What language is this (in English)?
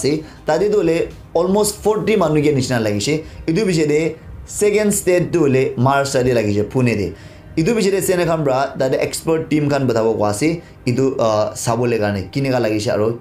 Naga Pidgin